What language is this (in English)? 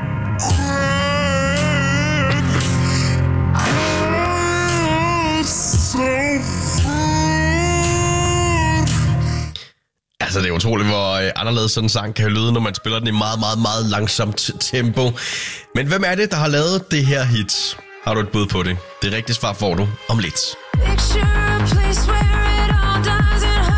Danish